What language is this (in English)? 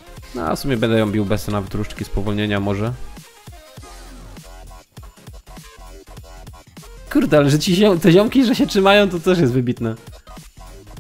Polish